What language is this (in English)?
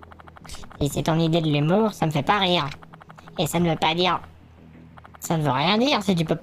French